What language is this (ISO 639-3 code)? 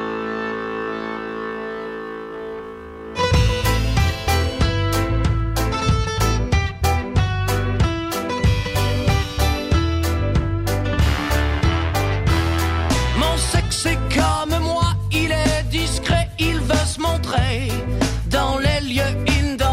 fra